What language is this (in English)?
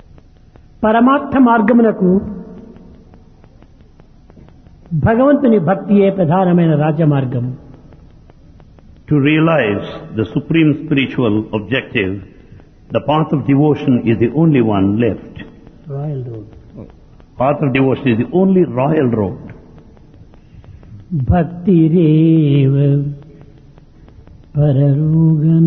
Telugu